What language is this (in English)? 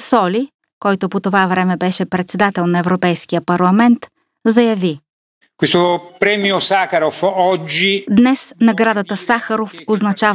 Bulgarian